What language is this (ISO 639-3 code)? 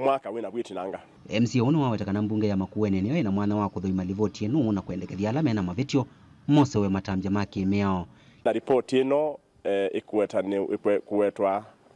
kam